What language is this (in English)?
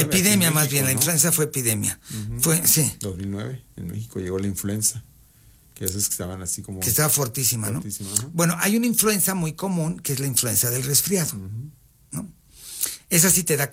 Spanish